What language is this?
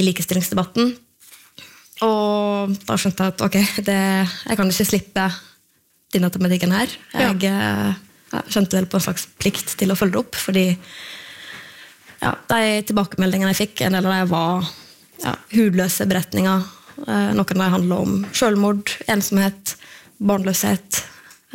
Norwegian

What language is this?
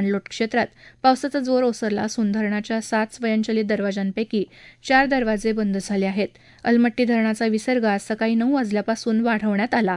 Marathi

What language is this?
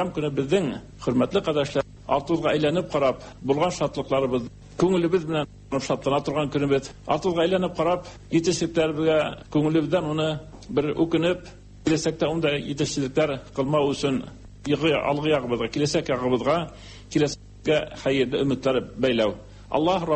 Tatar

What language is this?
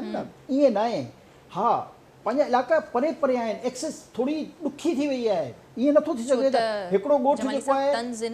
Sindhi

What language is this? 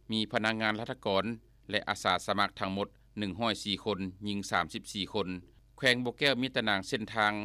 Lao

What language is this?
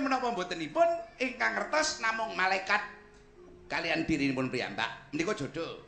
Javanese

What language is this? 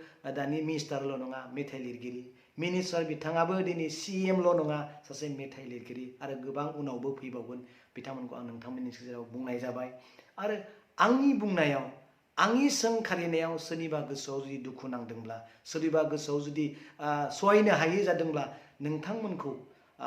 Bodo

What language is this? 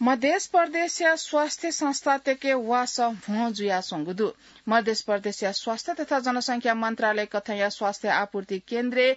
Newari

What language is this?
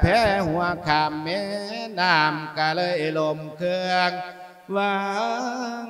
Lao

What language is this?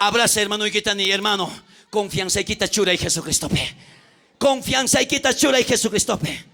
South Bolivian Quechua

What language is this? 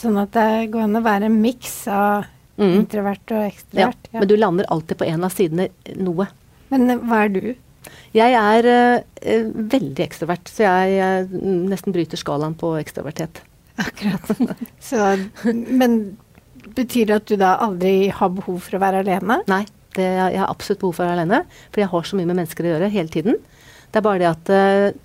Norwegian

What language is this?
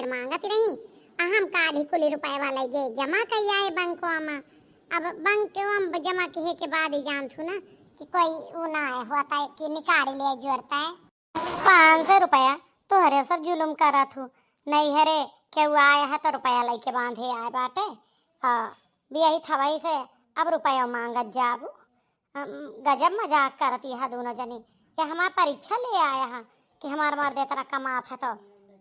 Awadhi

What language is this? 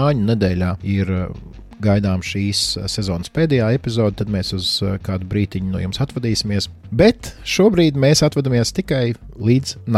Latvian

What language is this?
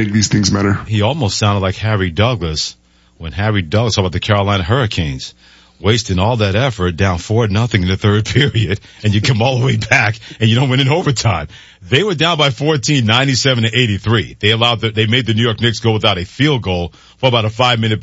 English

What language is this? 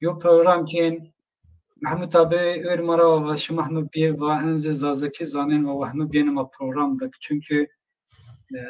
Zaza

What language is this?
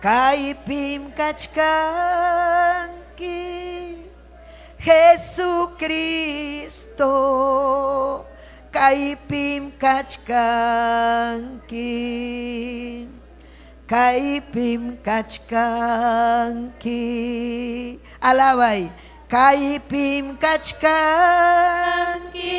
Ayacucho Quechua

